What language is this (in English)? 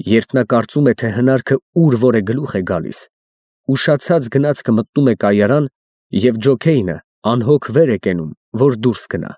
Armenian